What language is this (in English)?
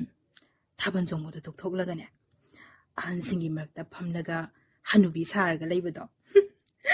Manipuri